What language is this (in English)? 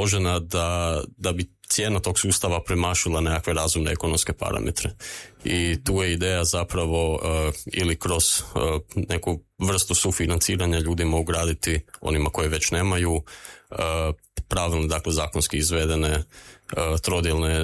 Croatian